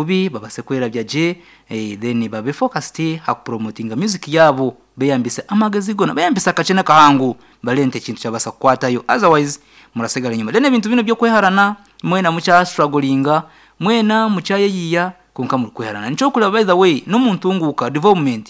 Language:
Nyankole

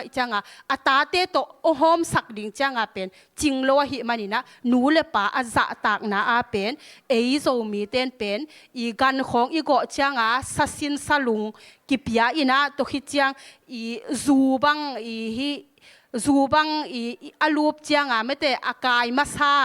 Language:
Tedim Chin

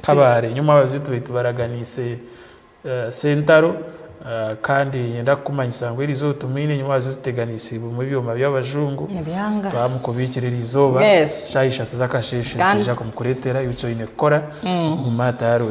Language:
Nyankole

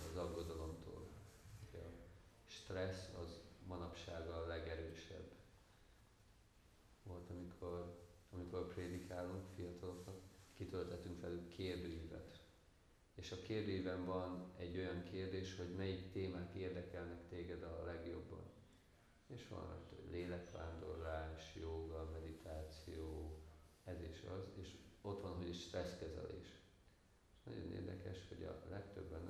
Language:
Hungarian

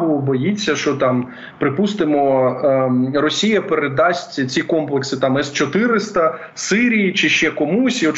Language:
Ukrainian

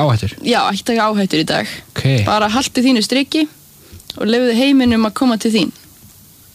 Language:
Icelandic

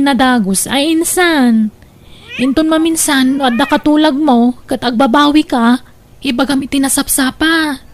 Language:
Iloko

